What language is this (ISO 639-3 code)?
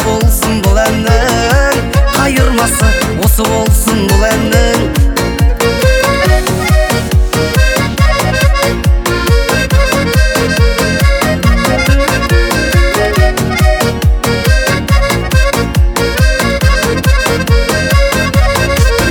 kaz